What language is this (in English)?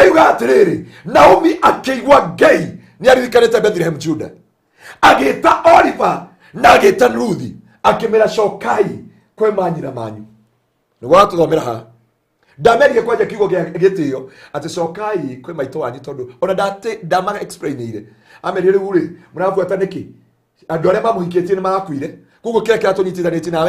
Kikuyu